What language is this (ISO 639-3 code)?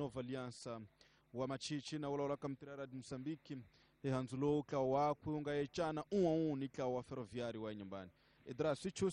tso